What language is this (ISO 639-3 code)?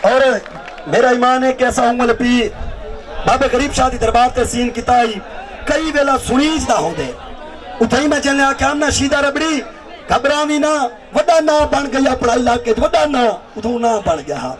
skr